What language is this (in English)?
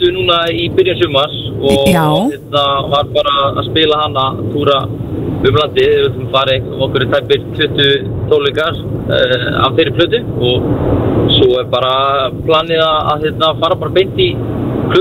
Icelandic